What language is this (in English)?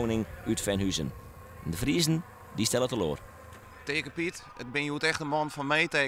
Western Frisian